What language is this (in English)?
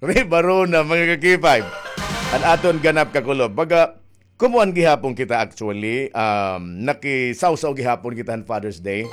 Waray